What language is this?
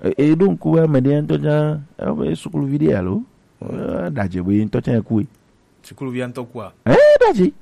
Gen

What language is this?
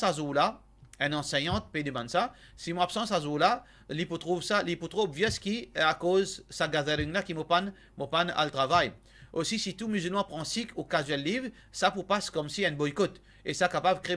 Morisyen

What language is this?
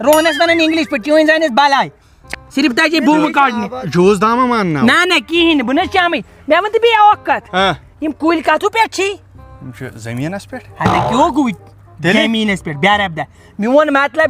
Kashmiri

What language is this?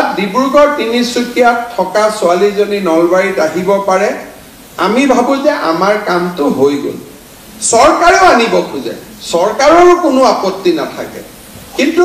Assamese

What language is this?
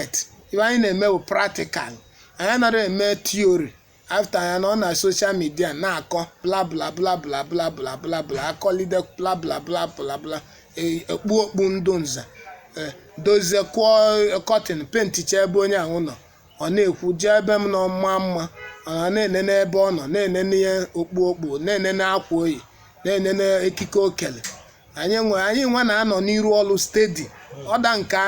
Igbo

